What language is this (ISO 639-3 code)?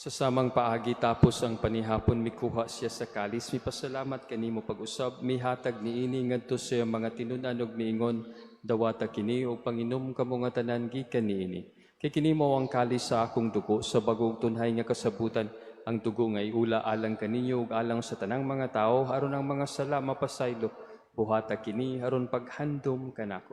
ceb